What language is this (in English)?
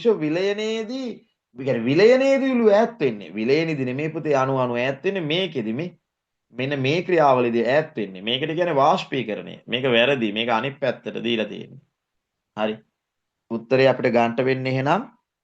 Sinhala